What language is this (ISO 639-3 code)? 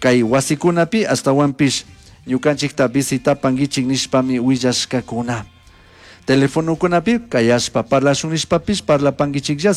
qug